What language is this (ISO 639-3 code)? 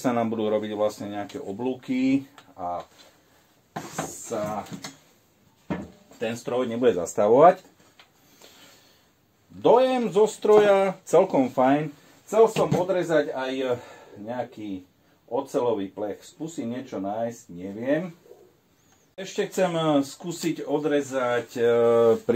slk